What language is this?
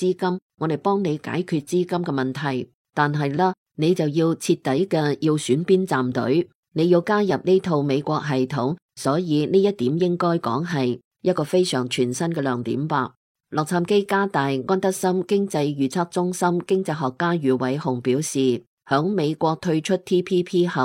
Cantonese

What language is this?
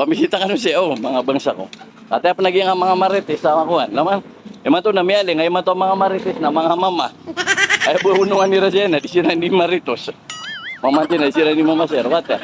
Maranao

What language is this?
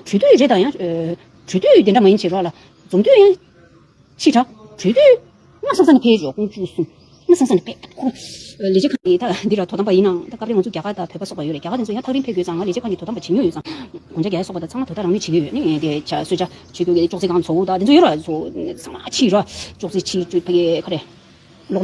Tibetan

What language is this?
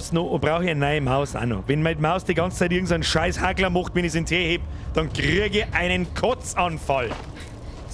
Bavarian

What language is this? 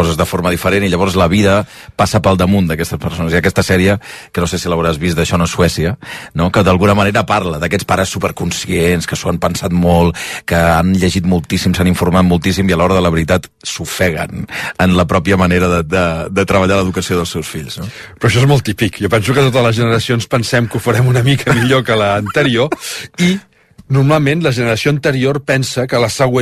Catalan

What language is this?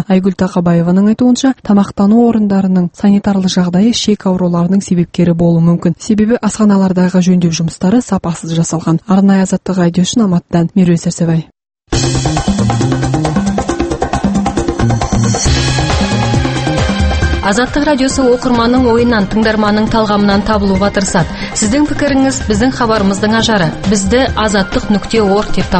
Kazakh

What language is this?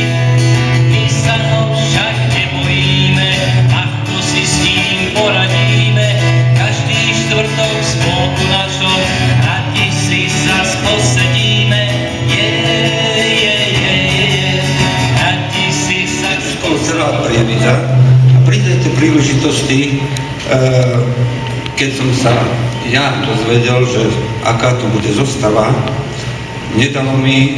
Slovak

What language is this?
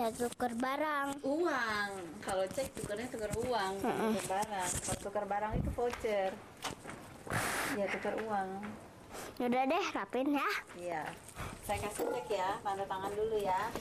Indonesian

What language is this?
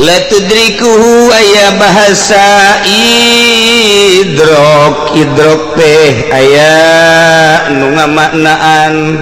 Sundanese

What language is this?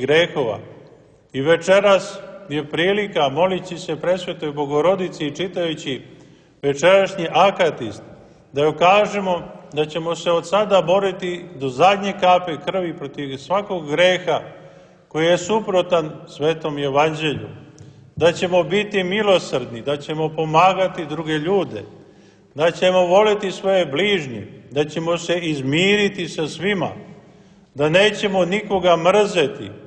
Serbian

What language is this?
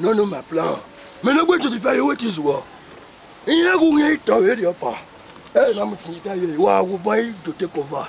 Bini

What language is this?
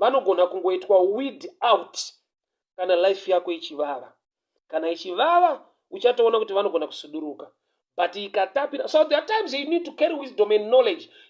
Shona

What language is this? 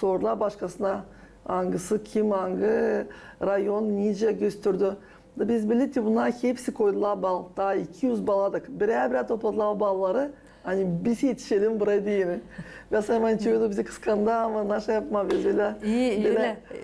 Gagauz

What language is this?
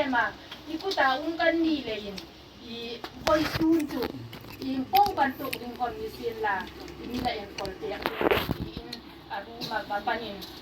Hmar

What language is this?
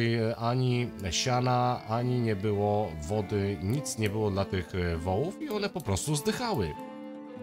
Polish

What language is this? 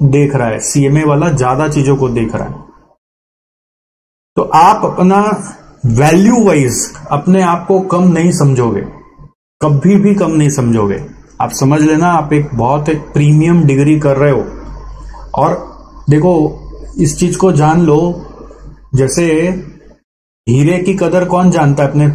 Hindi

